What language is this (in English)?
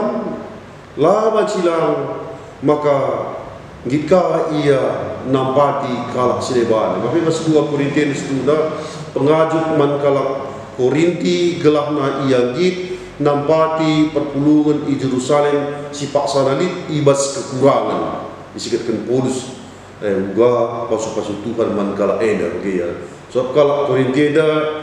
Batak Karo